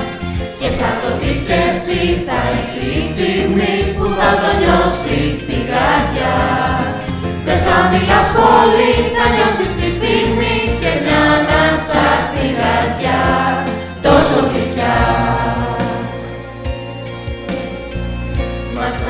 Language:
Greek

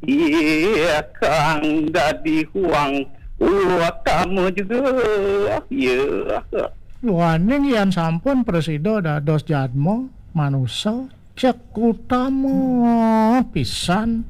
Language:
Balinese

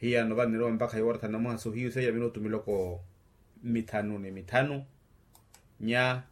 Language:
Makhuwa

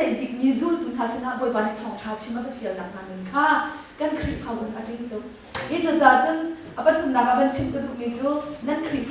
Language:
Hakha Chin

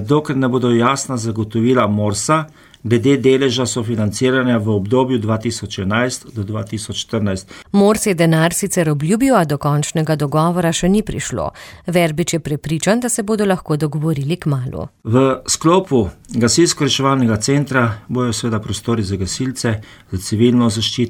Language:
Slovenian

